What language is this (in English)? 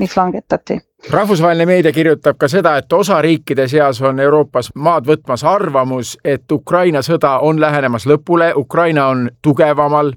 Estonian